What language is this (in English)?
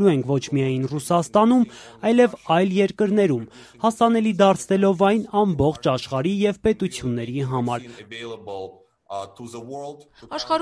Armenian